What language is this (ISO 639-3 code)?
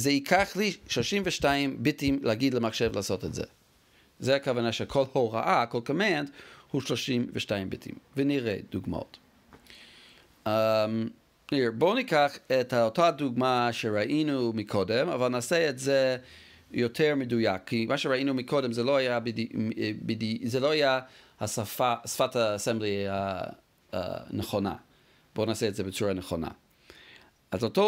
heb